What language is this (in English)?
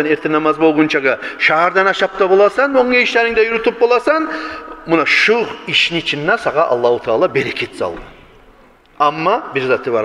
Kumyk